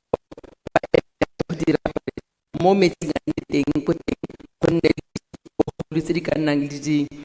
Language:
Tswana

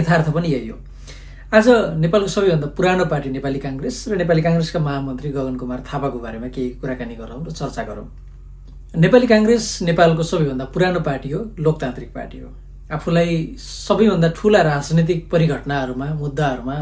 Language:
Nepali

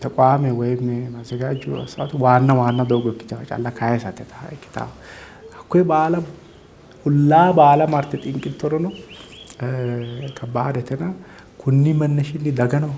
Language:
Sidamo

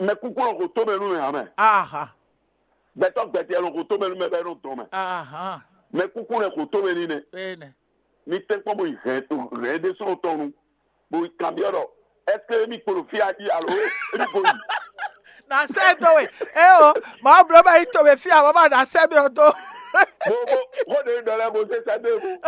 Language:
Fon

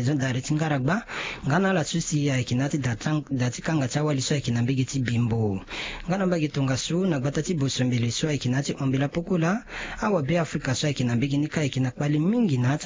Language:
Sango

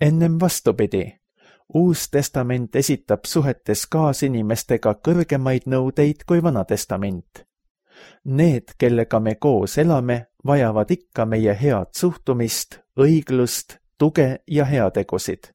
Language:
Estonian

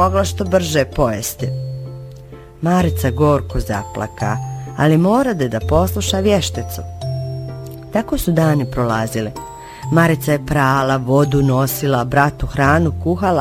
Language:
Bosnian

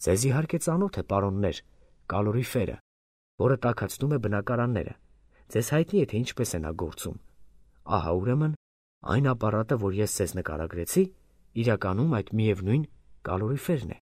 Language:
Armenian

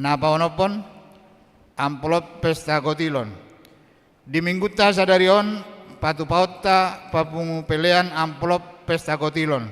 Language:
Batak Toba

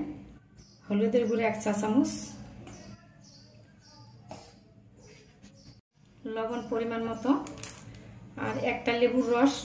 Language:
Bangla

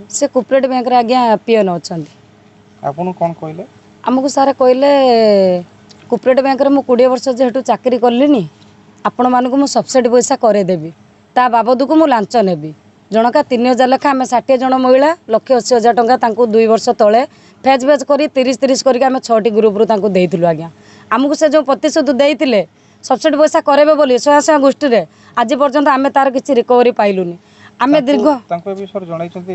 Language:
Odia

